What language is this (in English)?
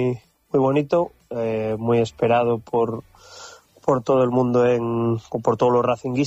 Spanish